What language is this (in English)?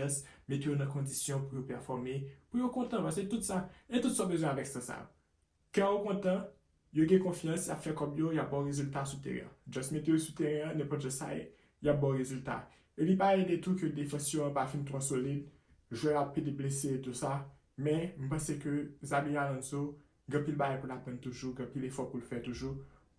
Haitian Creole